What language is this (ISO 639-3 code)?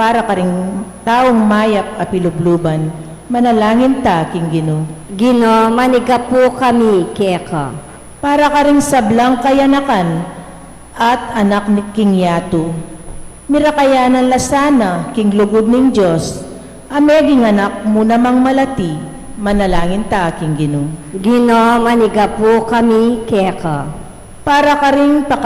pam